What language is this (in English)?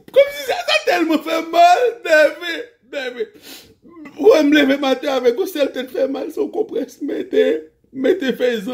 Haitian Creole